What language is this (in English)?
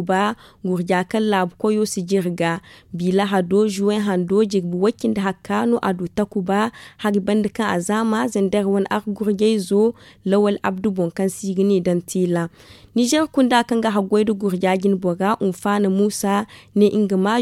Zarma